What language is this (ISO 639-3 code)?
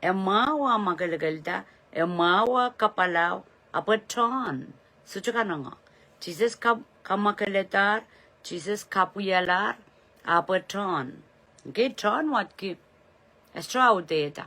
pon